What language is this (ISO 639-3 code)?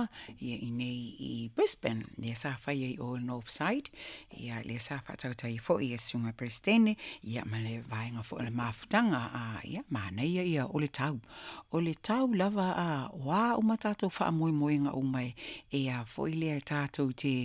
smo